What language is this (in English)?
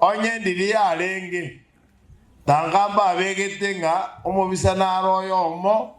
Gusii